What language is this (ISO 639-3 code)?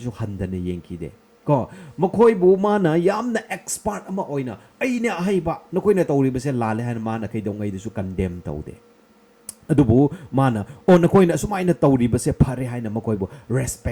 mni